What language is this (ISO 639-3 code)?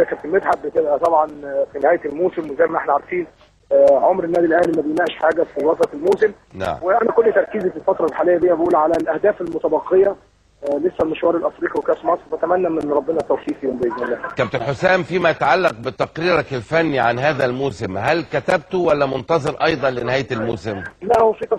arz